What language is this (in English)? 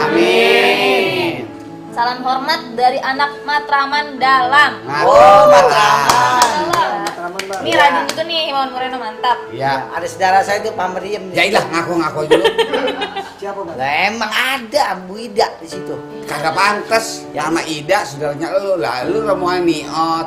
Betawi